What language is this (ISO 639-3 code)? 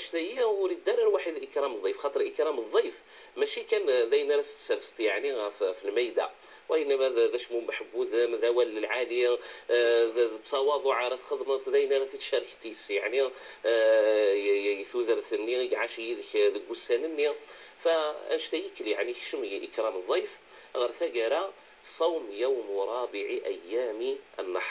kab